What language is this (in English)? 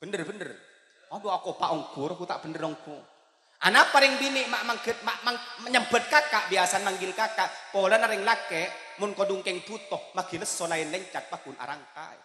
Madurese